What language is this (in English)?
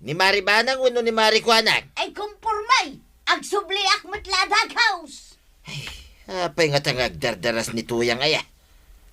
Iloko